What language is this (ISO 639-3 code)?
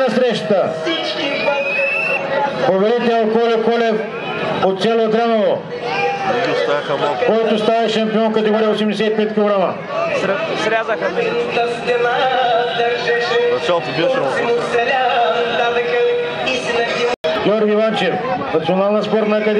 bul